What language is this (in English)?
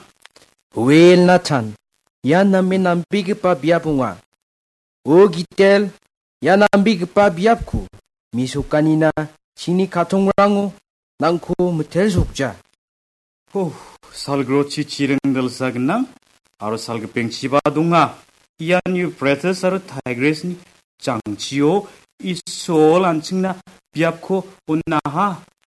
Garo